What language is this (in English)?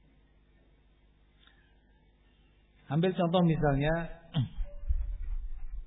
Indonesian